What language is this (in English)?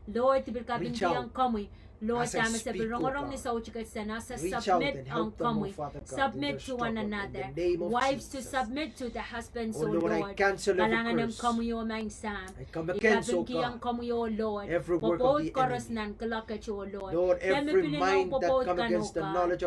Pohnpeian